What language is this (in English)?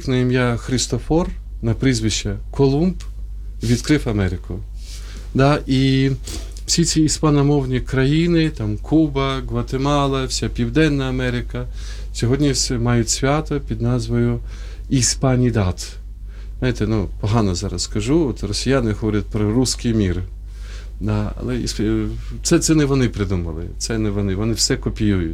Ukrainian